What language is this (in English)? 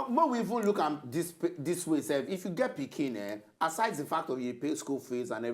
Nigerian Pidgin